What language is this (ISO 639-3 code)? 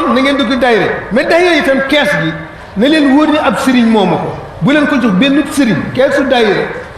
wol